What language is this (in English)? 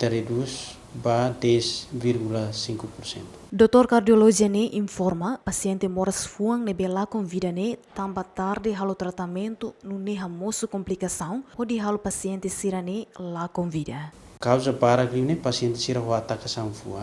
Tetum